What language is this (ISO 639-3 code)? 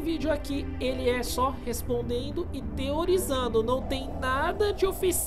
por